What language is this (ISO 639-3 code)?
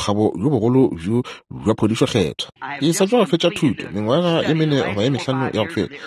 nso